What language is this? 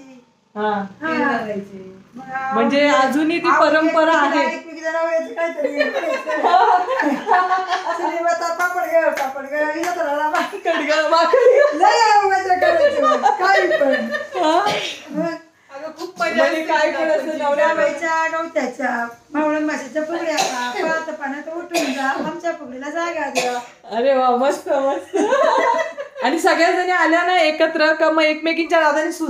Marathi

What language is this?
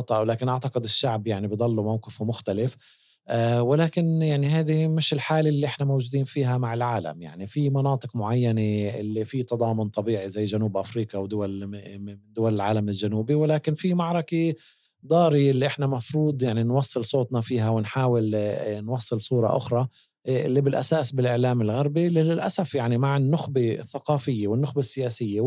North Levantine Arabic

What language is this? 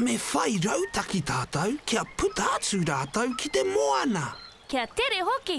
Māori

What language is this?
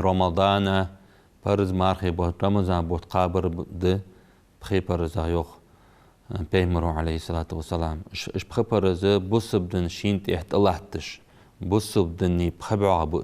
Ingush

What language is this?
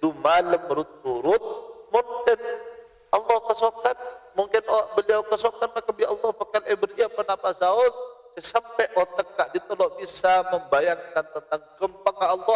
Madurese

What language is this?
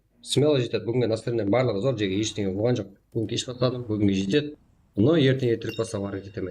Kara-Kalpak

